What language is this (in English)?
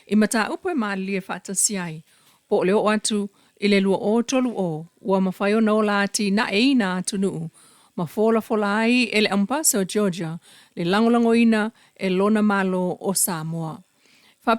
Samoan